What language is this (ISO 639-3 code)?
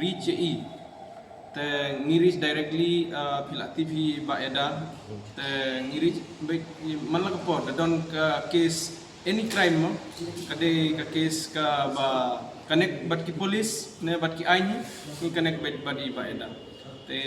kha